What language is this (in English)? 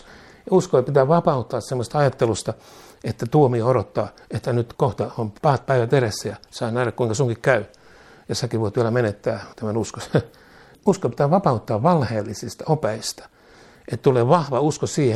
Finnish